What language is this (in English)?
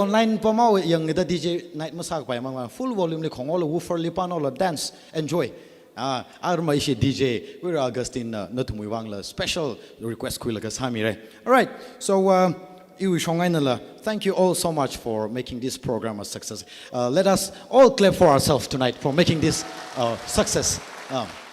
Tangkhul Naga (India)